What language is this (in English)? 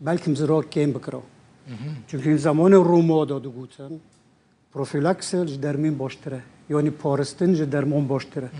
Kurdish